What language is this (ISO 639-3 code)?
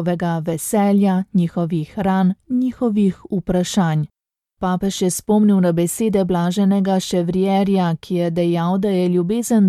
slv